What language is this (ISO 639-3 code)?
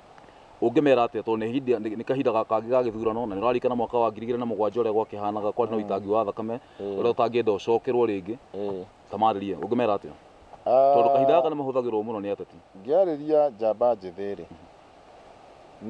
kik